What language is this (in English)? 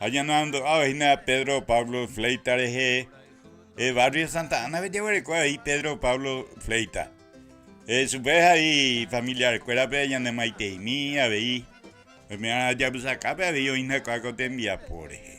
Guarani